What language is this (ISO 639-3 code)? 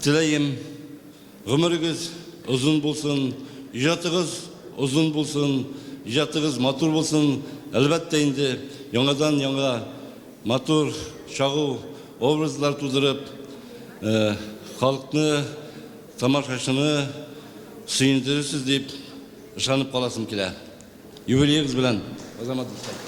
bak